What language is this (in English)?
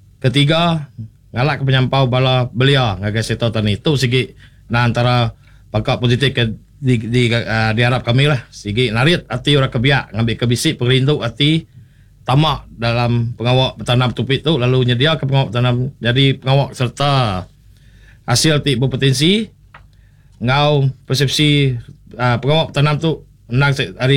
Iban